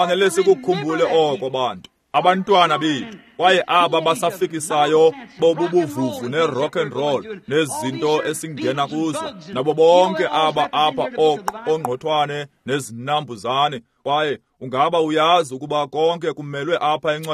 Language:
Xhosa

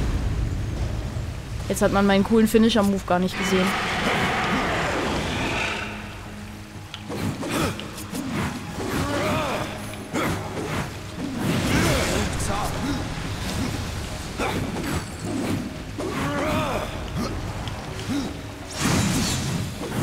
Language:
German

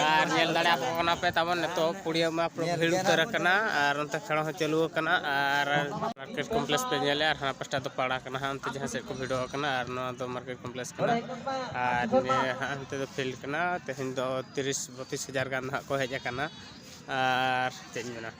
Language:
Santali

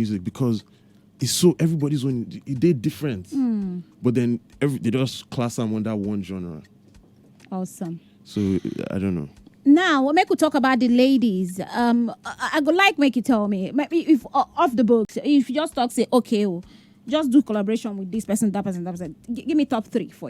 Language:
Nigerian Pidgin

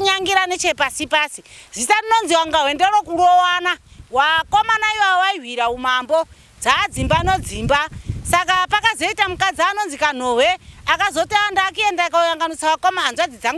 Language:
Shona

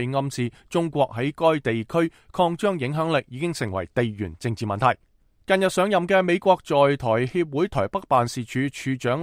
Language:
Cantonese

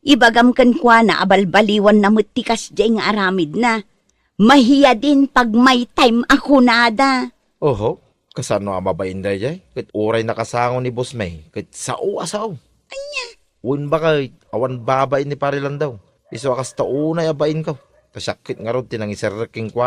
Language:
Iloko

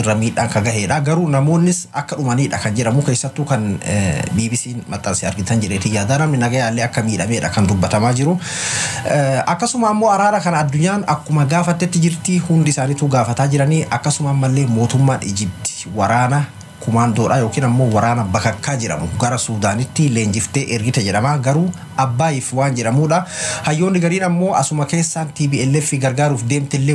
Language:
Oromo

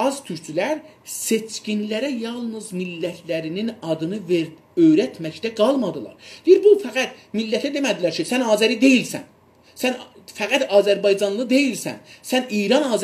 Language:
South Azerbaijani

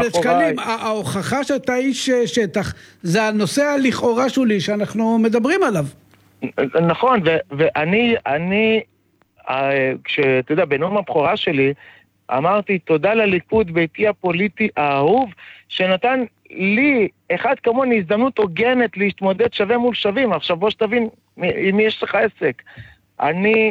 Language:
Hebrew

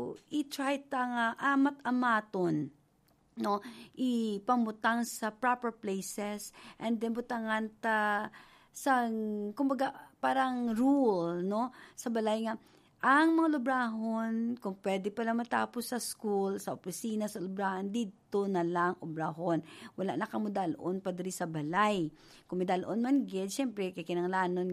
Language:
Hiligaynon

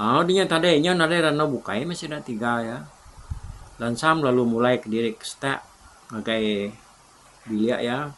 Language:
Iban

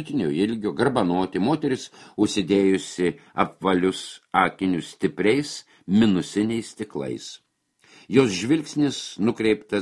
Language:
Lithuanian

